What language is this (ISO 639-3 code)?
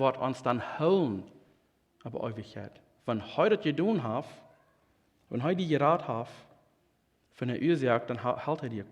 pdt